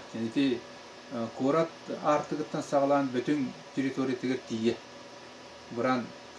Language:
Yakut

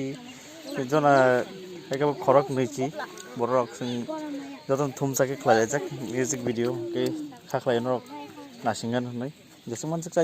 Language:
Kok Borok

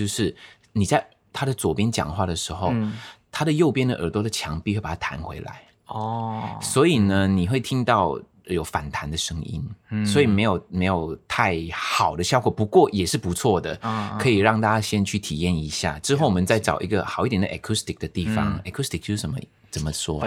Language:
Chinese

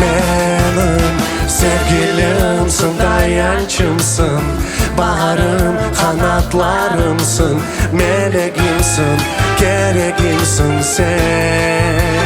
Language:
Crimean Tatar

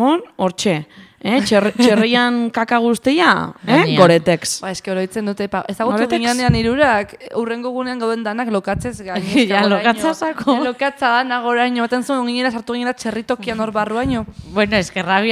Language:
Basque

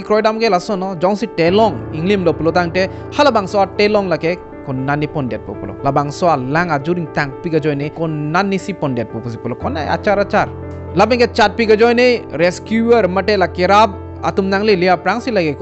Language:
Karbi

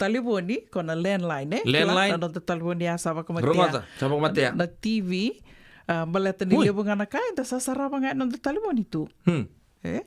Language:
Fijian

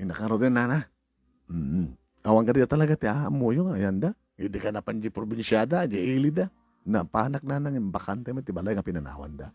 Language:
Iloko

